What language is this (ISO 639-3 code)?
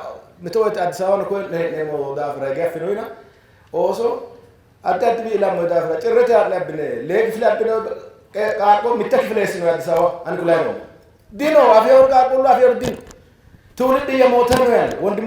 sid